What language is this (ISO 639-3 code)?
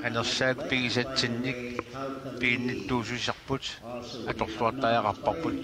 kal